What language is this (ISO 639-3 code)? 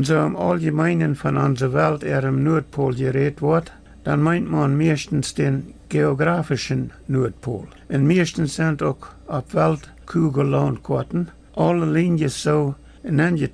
pdt